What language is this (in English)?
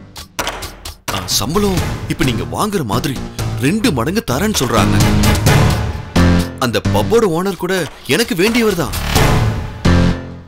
Tamil